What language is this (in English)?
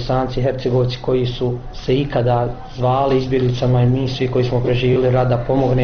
Bosnian